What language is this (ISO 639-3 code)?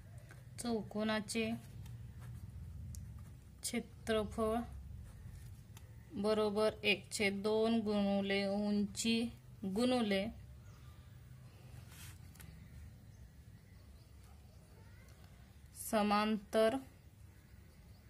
mar